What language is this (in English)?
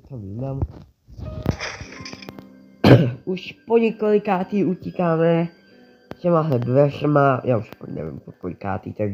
Czech